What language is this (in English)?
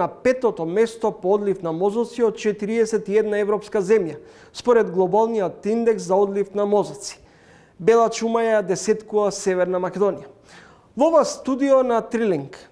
Macedonian